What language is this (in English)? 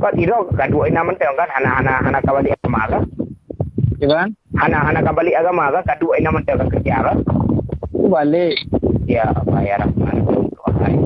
Achinese